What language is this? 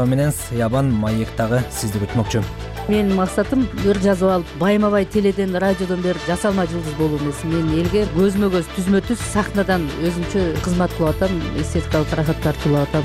Kyrgyz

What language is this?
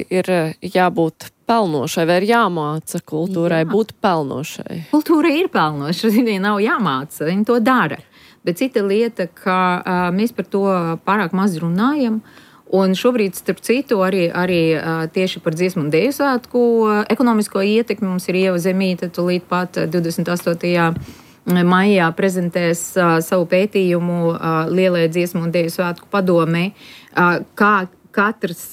Latvian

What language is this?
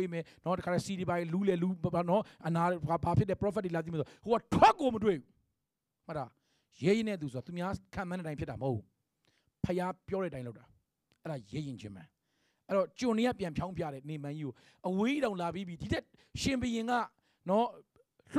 Burmese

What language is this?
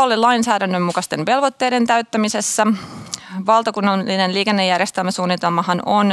Finnish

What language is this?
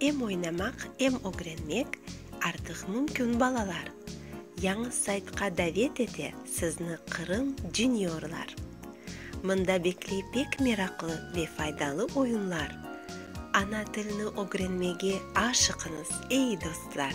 Crimean Tatar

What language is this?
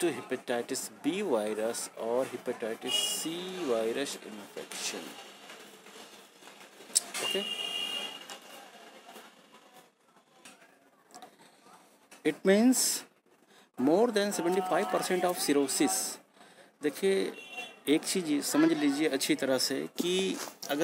Hindi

